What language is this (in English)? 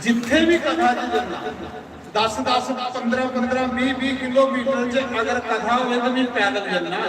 Dogri